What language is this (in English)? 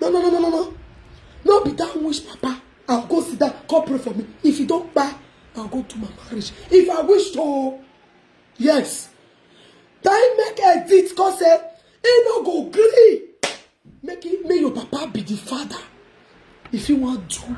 Nigerian Pidgin